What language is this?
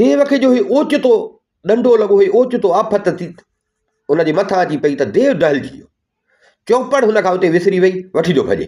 Sindhi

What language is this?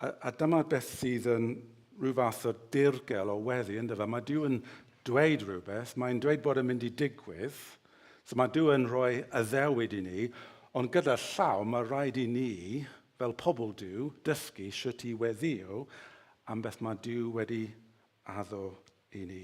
Welsh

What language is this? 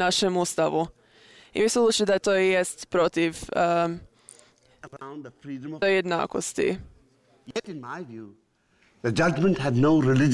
Croatian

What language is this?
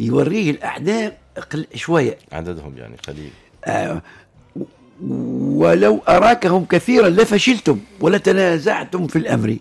Tunisian Arabic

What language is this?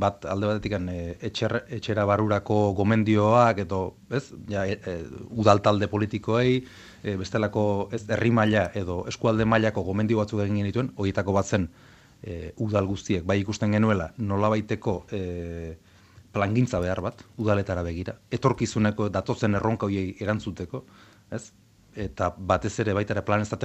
Basque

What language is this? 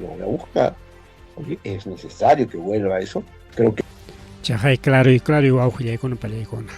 Ayacucho Quechua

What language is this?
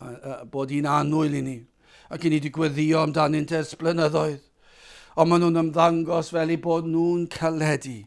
Welsh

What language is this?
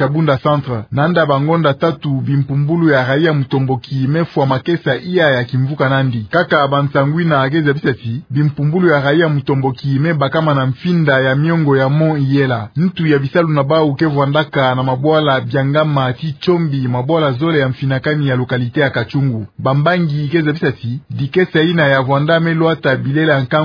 Kituba (Democratic Republic of Congo)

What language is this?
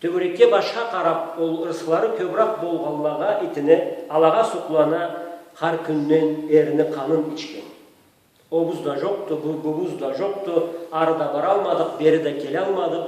Karachay-Balkar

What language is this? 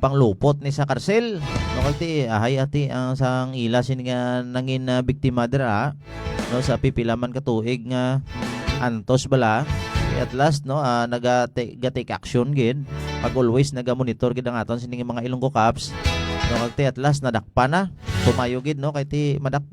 Hiligaynon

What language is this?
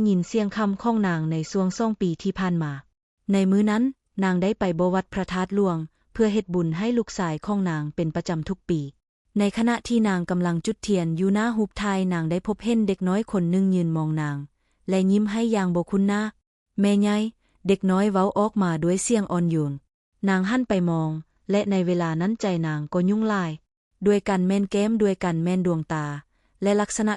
Lao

